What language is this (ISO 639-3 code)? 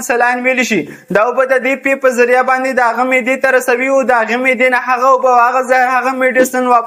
pus